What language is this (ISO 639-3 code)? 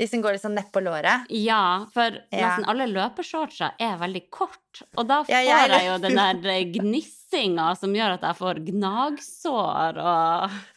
nor